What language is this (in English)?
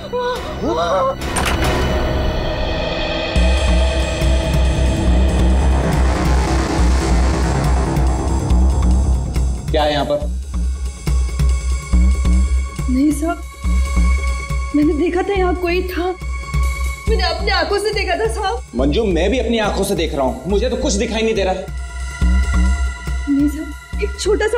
Hindi